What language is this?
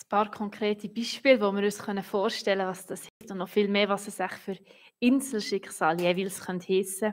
Swiss German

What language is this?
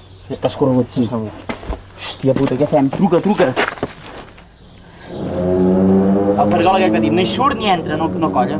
Catalan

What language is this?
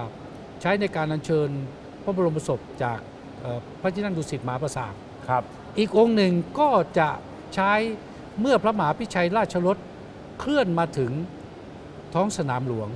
Thai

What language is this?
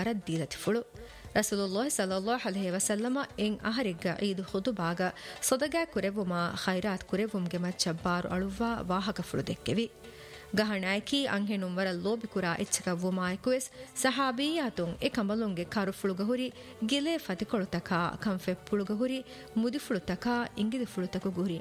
Divehi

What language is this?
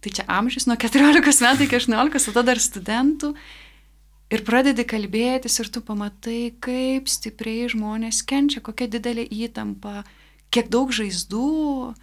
Lithuanian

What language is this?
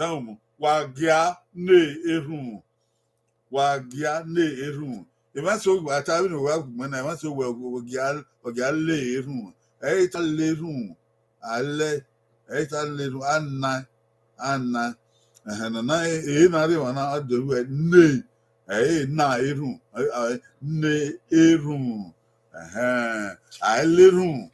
Bini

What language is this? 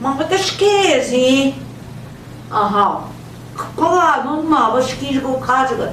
Central Ojibwa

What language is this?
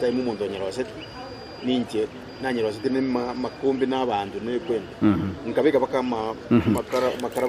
Gusii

